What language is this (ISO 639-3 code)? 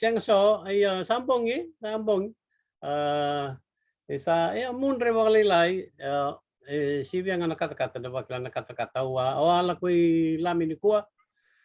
fij